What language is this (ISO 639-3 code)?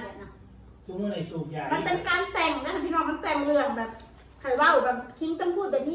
tts